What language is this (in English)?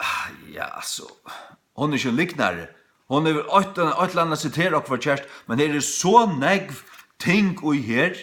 Faroese